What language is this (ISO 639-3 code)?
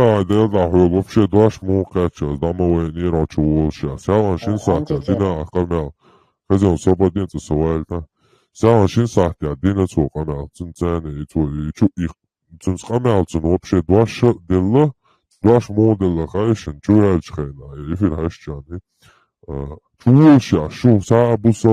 che